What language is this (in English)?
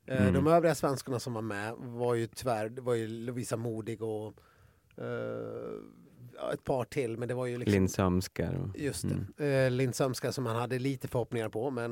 Swedish